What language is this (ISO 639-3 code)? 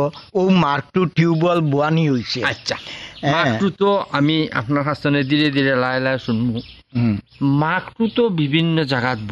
ben